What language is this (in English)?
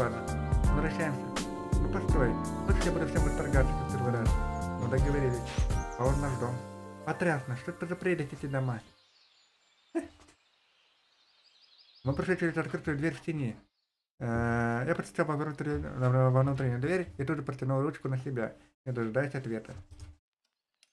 Russian